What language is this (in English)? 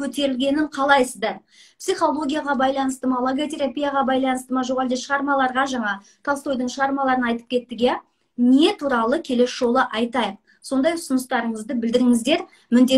Kazakh